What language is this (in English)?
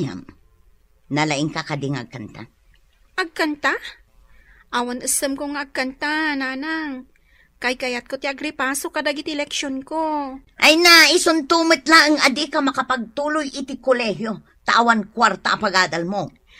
Iloko